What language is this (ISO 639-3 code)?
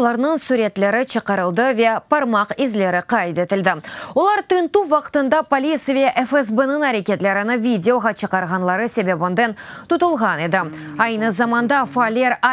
crh